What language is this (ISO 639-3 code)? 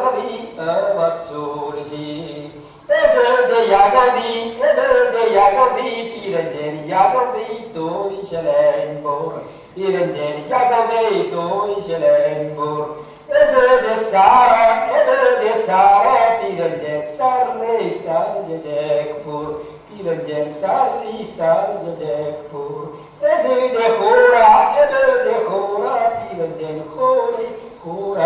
chv